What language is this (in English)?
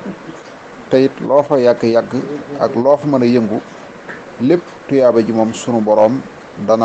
Wolof